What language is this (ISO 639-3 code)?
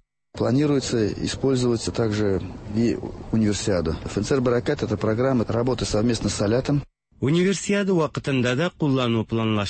tat